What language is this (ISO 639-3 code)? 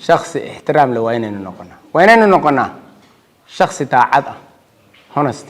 som